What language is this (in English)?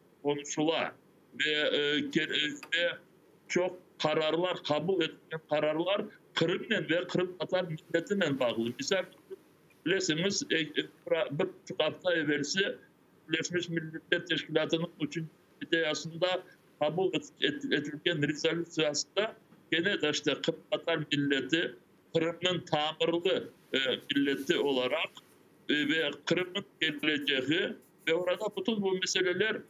Crimean Tatar